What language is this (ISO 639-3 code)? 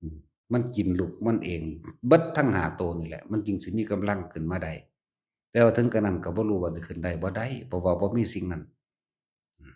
tts